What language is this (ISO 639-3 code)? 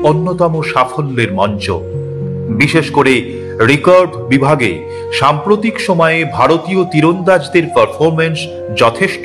ben